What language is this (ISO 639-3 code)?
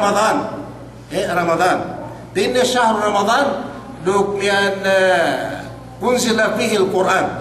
yka